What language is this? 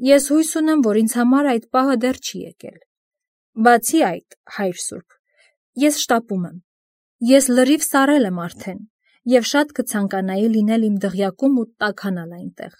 Armenian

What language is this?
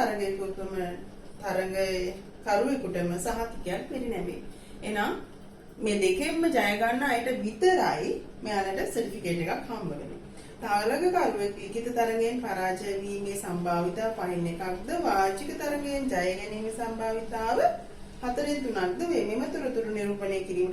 Sinhala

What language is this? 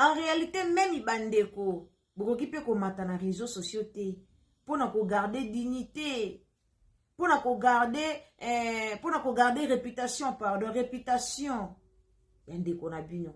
Lingala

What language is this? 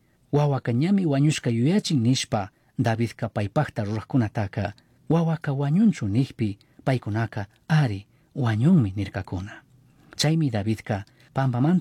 Chimborazo Highland Quichua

